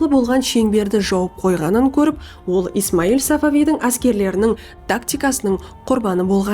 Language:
Kara-Kalpak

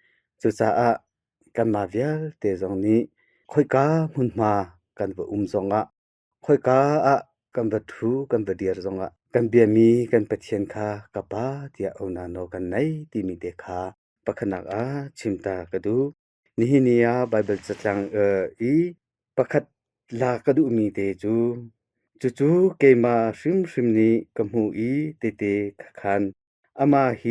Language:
Hakha Chin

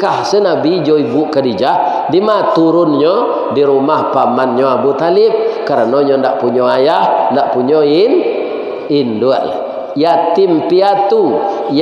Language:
Minangkabau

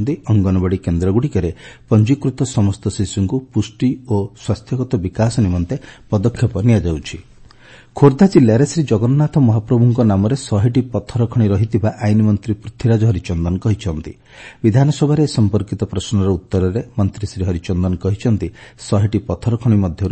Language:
Odia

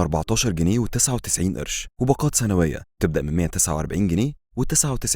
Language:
Egyptian Arabic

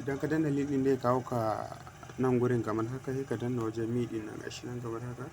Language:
Hausa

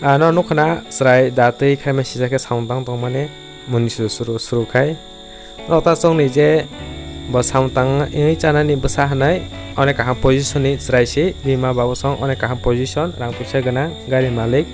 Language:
Kok Borok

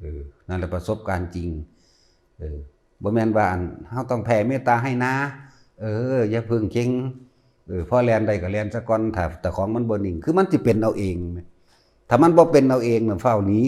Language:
Northeastern Thai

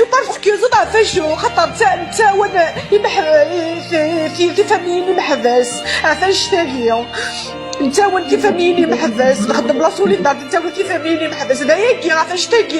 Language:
Kabyle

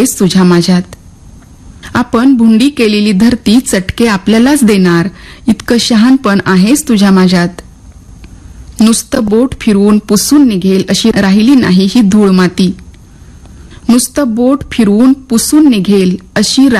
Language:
Marathi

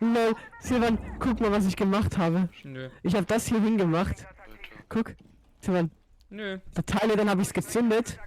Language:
Swiss German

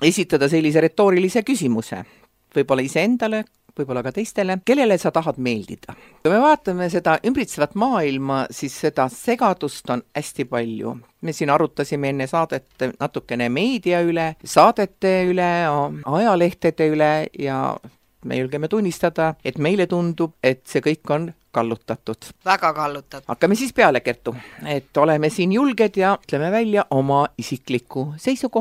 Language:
Estonian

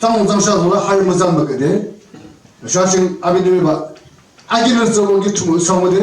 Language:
Yimchungru Naga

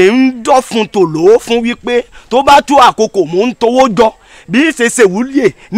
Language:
Yoruba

